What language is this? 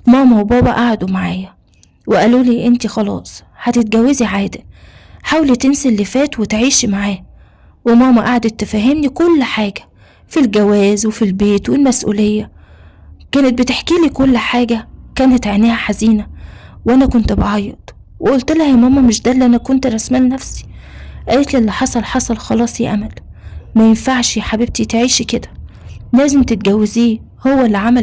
Egyptian Arabic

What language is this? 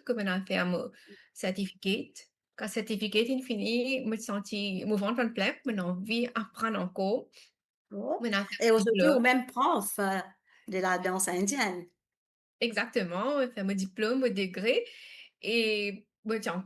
Morisyen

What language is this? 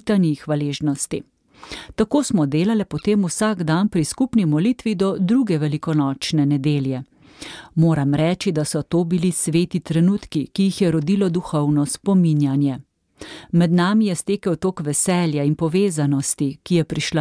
Slovenian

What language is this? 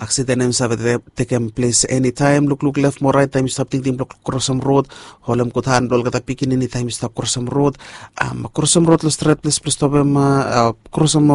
Bislama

